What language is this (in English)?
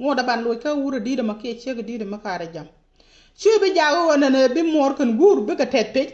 Nuer